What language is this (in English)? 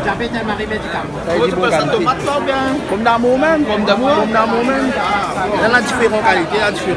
Réunion Creole French